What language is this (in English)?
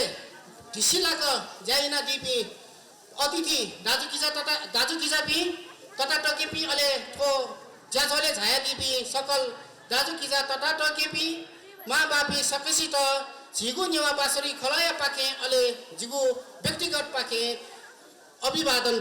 Newari